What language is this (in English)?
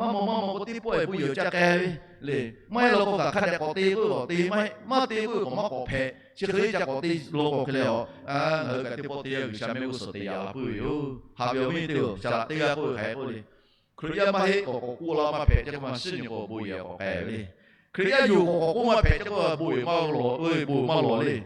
Lahu